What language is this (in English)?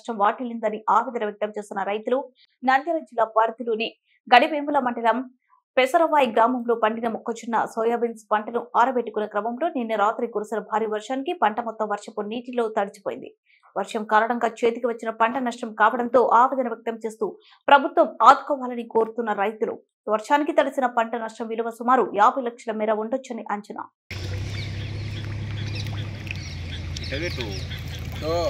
Telugu